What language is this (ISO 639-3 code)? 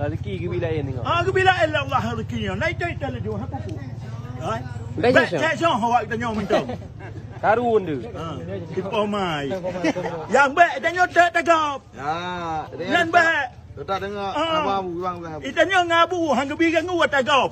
ace